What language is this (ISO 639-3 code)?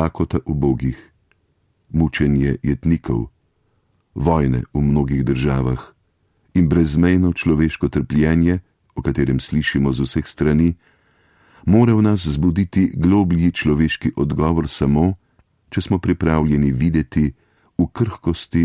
slv